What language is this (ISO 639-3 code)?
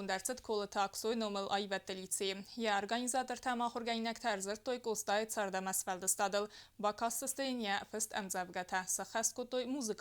oss